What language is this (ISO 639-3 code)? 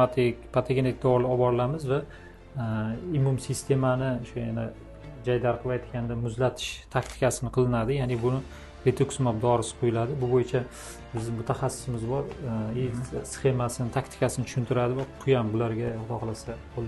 uzb